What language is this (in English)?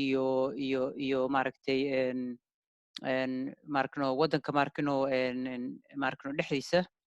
Somali